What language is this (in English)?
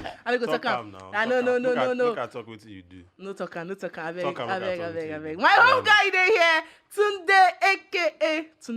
Nigerian Pidgin